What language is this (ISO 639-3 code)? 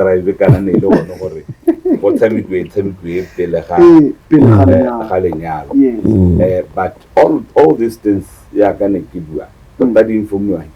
tsn